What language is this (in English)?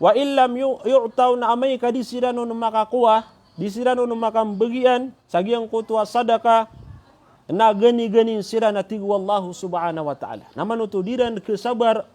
Maranao